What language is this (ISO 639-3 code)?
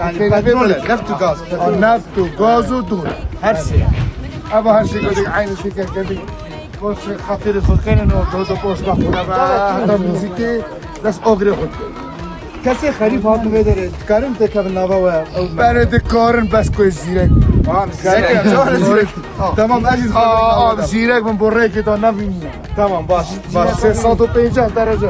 kur